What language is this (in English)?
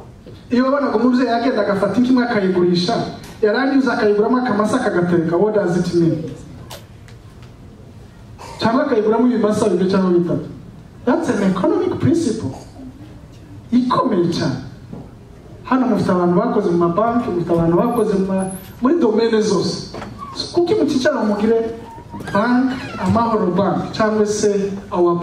Kinyarwanda